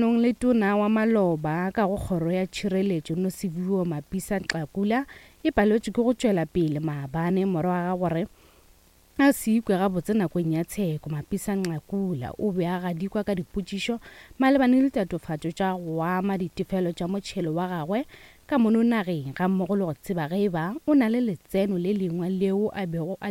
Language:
Northern Sotho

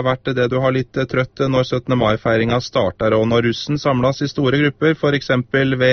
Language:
Norwegian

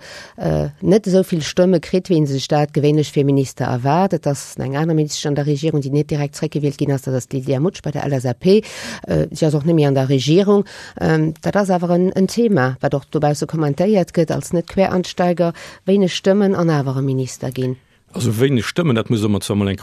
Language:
Luxembourgish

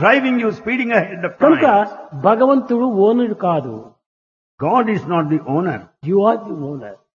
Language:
Telugu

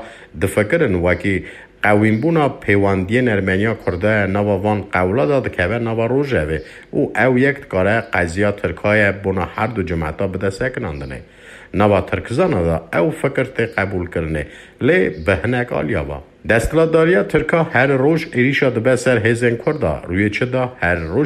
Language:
Kurdish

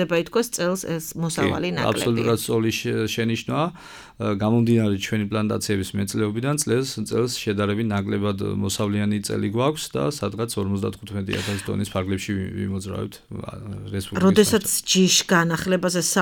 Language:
Georgian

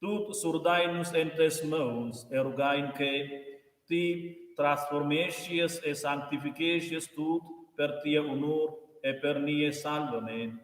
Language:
Romansh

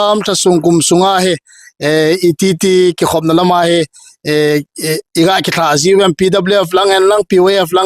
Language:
Thado Chin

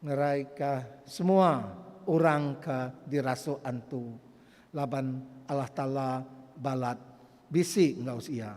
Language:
Iban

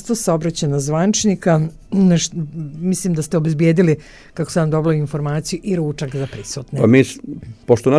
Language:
Croatian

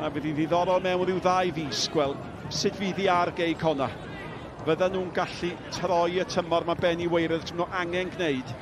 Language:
Welsh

